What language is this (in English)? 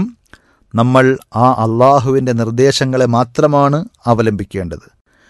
Malayalam